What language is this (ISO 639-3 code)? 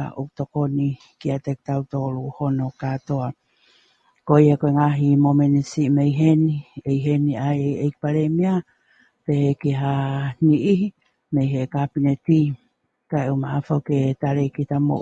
ton